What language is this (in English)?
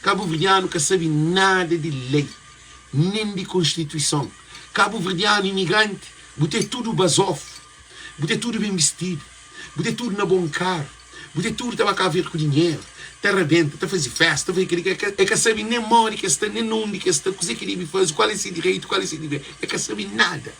Kabuverdianu